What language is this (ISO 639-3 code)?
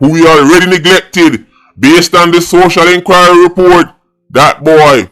jam